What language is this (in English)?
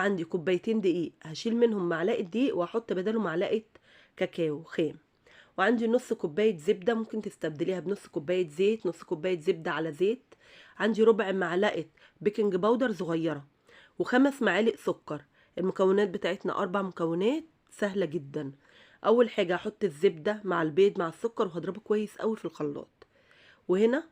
Egyptian Arabic